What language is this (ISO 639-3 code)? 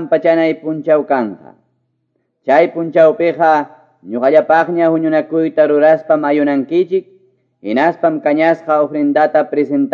que